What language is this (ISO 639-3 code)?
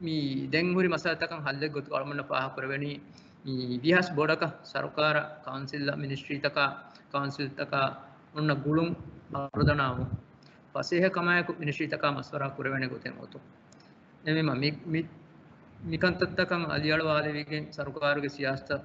div